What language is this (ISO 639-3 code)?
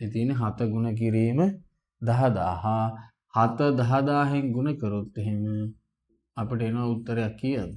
sin